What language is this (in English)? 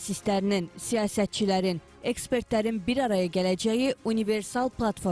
Azerbaijani